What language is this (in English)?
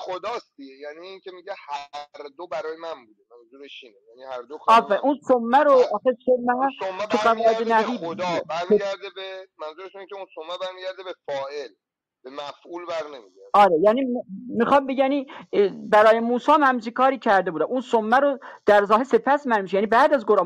Persian